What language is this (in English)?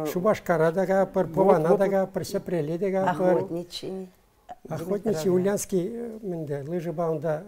Chuvash